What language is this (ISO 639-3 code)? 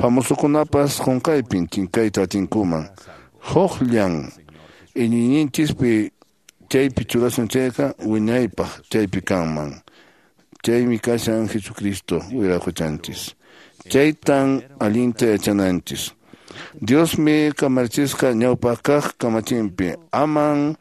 que